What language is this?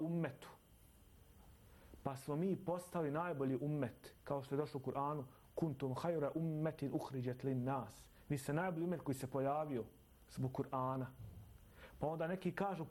Bosnian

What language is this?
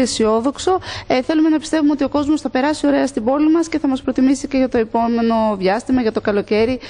Greek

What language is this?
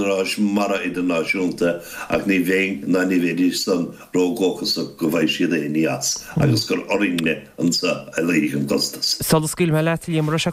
Irish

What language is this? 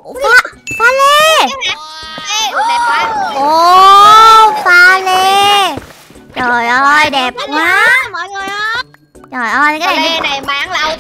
Vietnamese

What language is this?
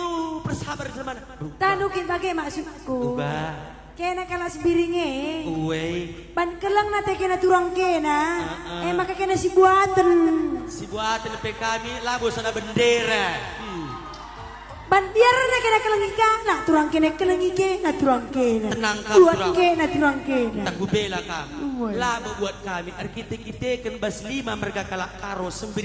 Batak Karo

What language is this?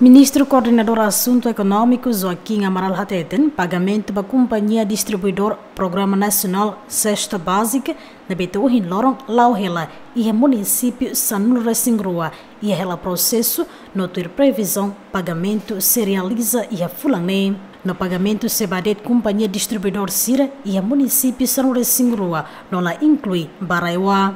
Tetum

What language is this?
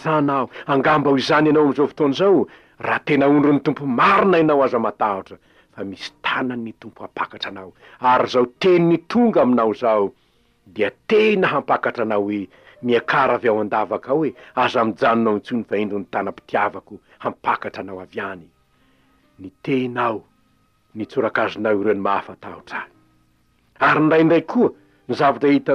Malagasy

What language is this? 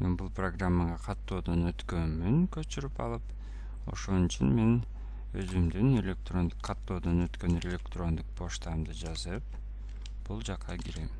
Kyrgyz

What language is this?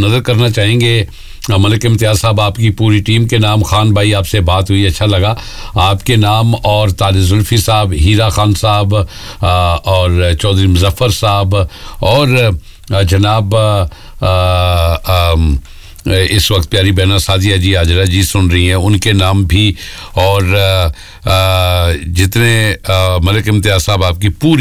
Urdu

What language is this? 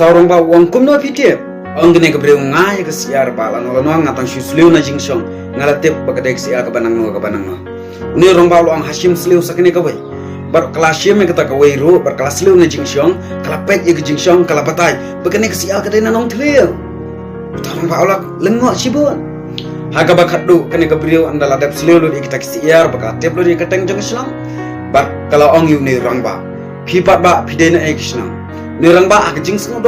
Khasi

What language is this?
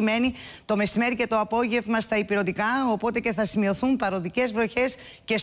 Greek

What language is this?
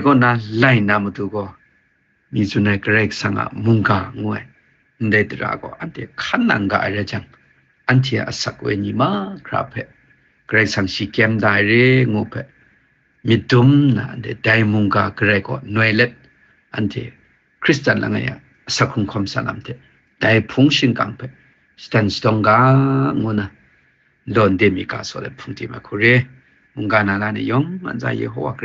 Kachin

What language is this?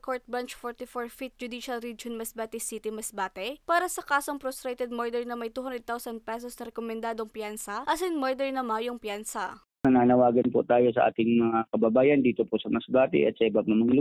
Bikol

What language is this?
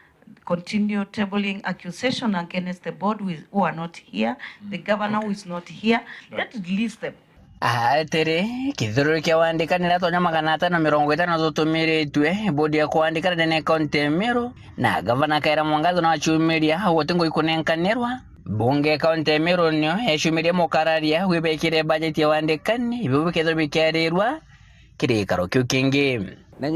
Meru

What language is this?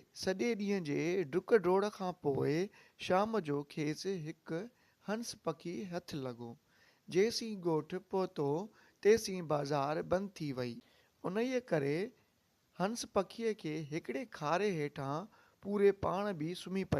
Sindhi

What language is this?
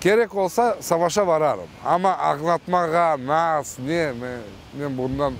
Crimean Tatar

